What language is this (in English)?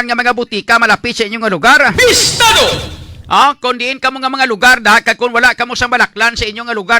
Hiligaynon